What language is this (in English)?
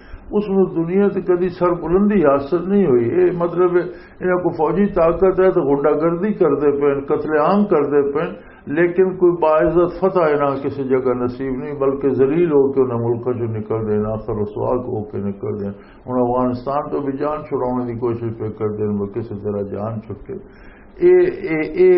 Western Panjabi